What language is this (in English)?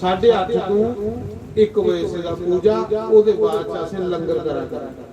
Dogri